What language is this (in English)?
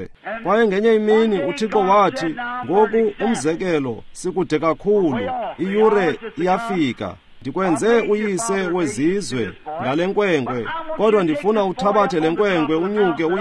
Xhosa